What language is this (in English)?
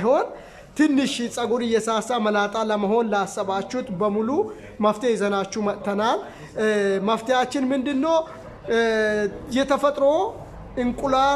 Amharic